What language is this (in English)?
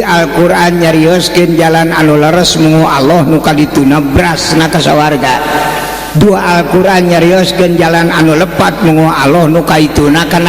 Sundanese